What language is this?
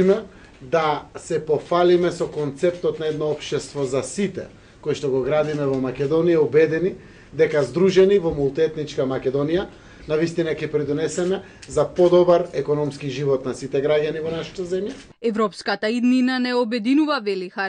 Macedonian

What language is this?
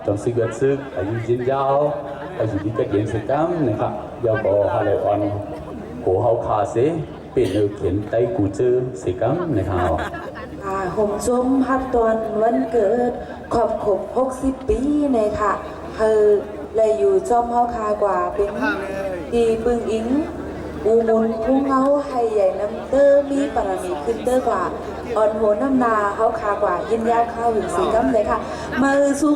Shan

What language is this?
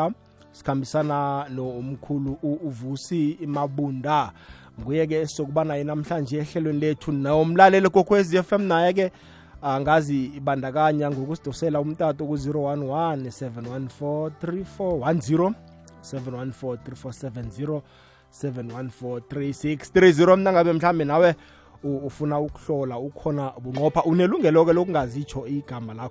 South Ndebele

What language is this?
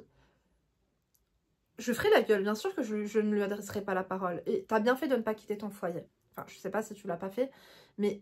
French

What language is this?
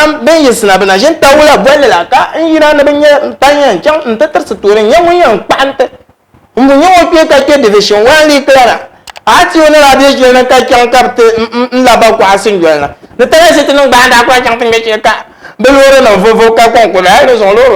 Dagbani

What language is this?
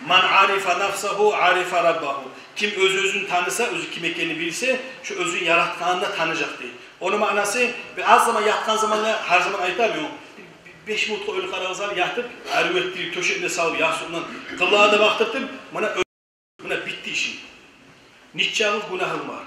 Kumyk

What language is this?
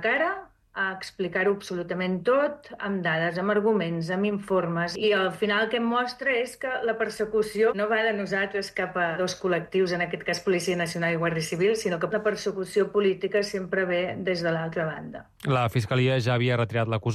Catalan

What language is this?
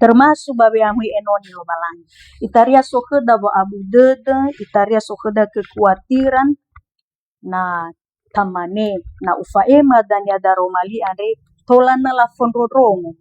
Nias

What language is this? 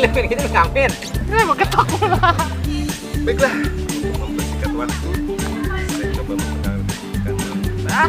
Betawi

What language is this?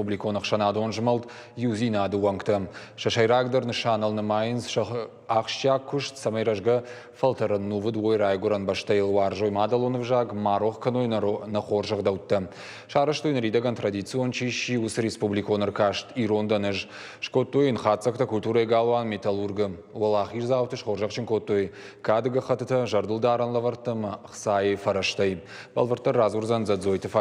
Ossetic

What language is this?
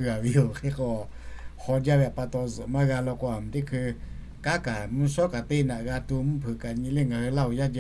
Lahu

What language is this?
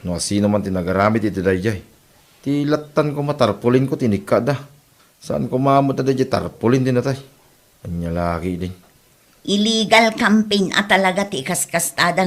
Iloko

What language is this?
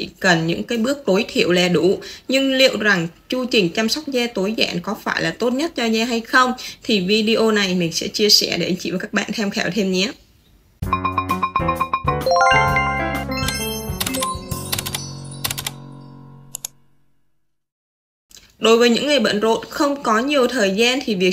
Vietnamese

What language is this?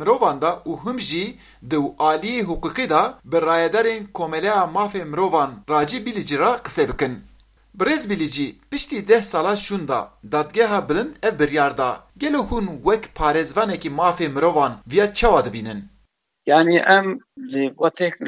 Kurdish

